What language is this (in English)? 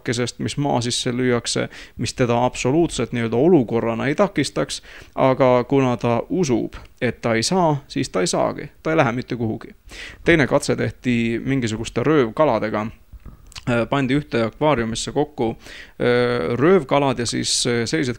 Estonian